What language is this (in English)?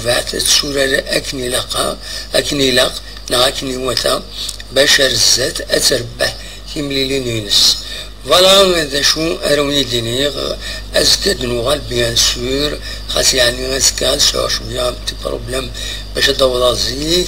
Kabyle